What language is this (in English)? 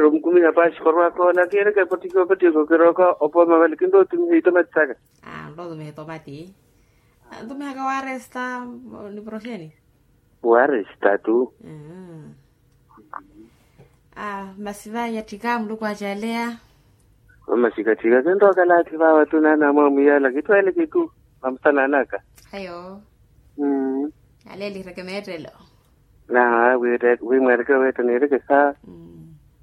Swahili